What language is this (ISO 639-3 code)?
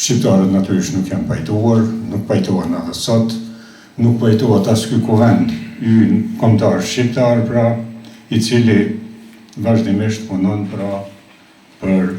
sqi